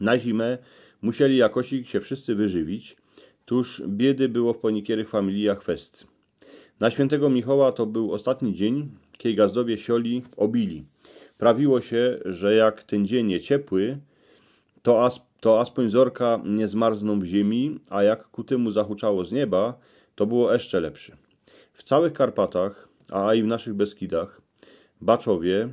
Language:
Silesian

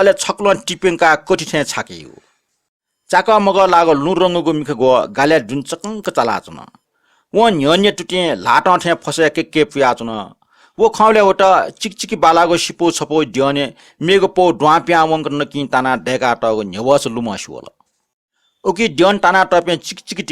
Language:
Newari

